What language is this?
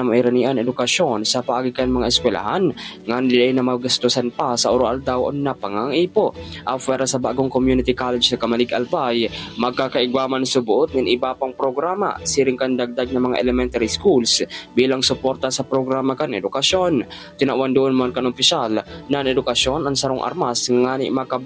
Bikol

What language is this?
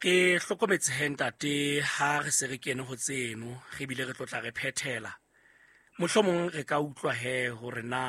Southern Sotho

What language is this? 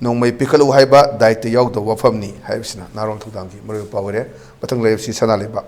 Manipuri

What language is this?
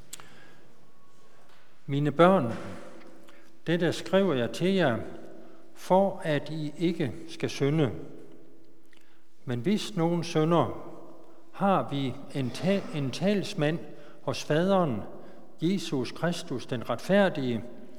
Danish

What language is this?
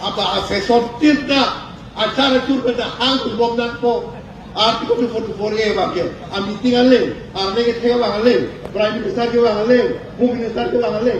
Karbi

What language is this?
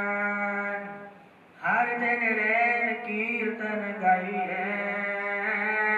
Punjabi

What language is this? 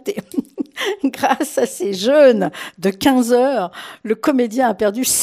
French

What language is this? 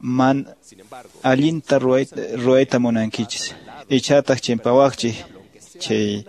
Quechua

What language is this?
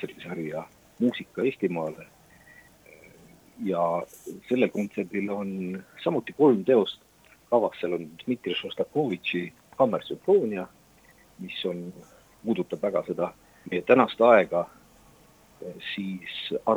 Estonian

